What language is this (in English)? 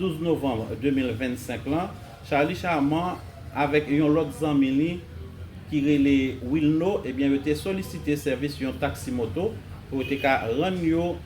Haitian Creole